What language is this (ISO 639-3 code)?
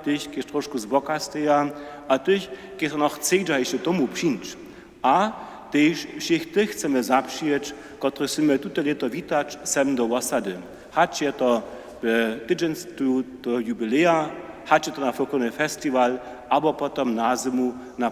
hsb